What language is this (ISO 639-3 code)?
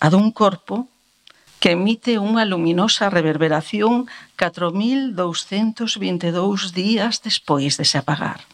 glg